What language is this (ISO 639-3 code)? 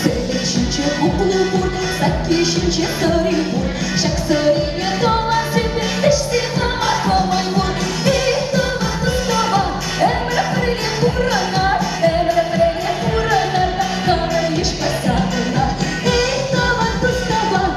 chv